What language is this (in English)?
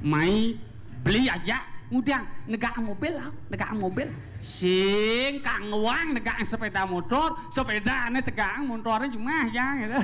Balinese